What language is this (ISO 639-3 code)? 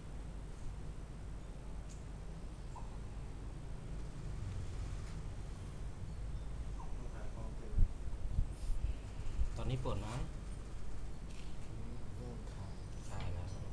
tha